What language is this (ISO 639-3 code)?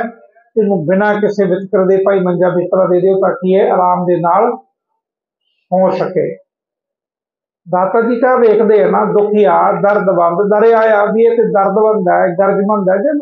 pan